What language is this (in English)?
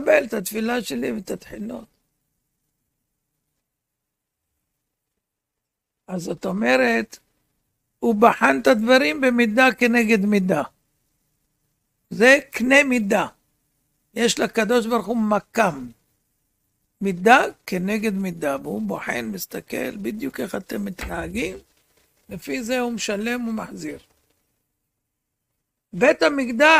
Hebrew